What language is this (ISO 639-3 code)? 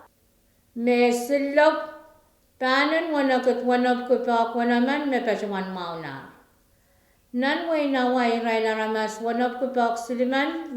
pon